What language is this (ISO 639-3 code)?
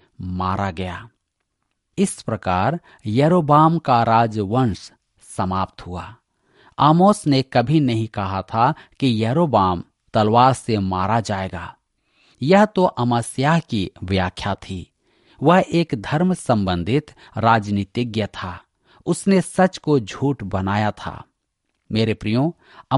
hin